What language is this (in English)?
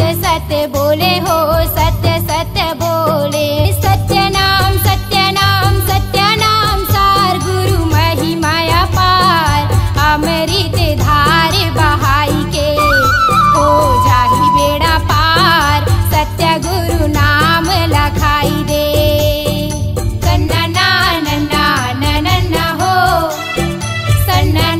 Chhattisgarhi